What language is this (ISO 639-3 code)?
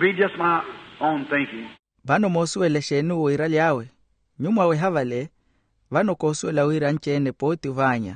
vmw